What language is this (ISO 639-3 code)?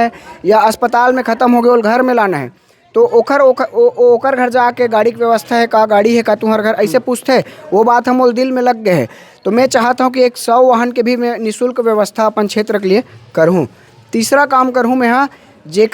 hne